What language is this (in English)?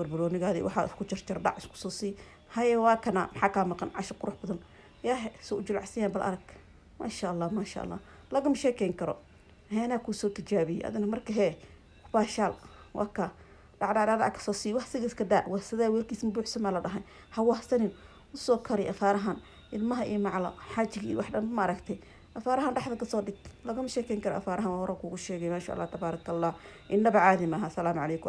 Somali